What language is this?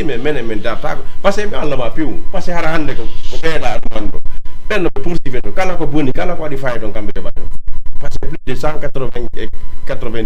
Fula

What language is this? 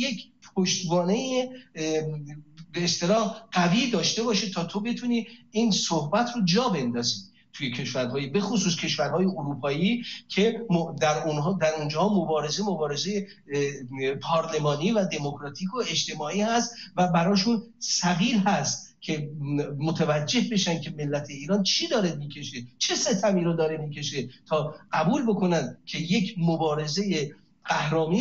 Persian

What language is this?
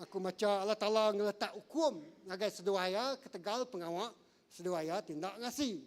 Iban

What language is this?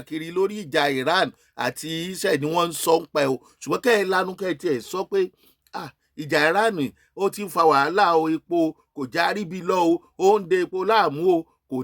Yoruba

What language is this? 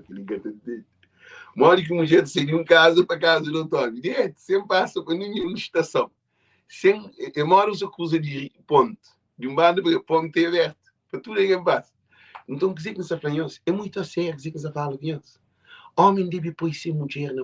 Kabuverdianu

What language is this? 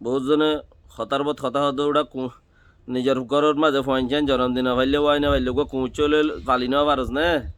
Rohingya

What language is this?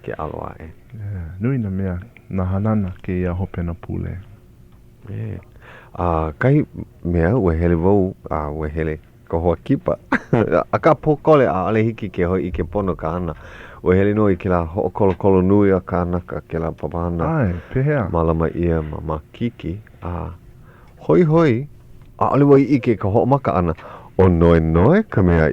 Hawaiian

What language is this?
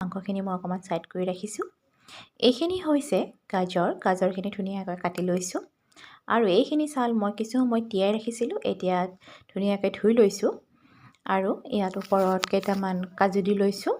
Assamese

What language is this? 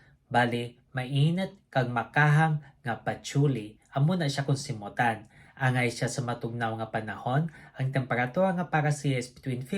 Hiligaynon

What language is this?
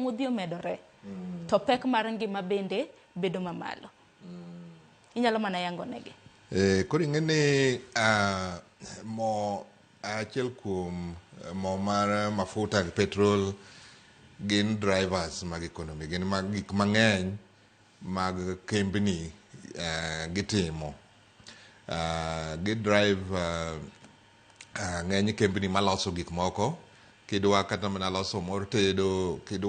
Luo (Kenya and Tanzania)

